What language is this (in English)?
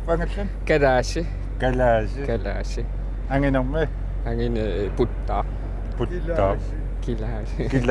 Kalaallisut